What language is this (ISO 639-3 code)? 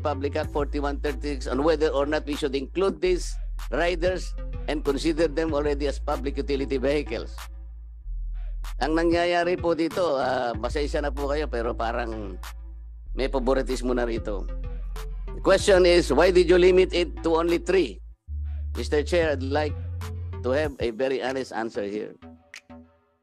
fil